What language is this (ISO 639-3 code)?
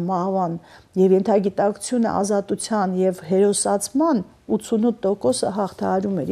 hye